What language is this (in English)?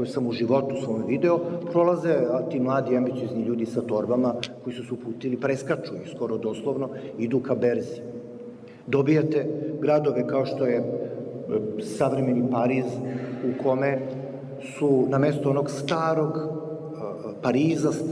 Serbian